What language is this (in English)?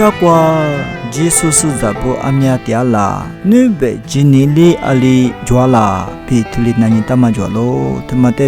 Lisu